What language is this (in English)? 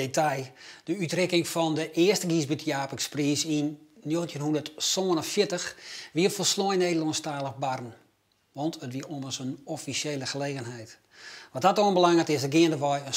Western Frisian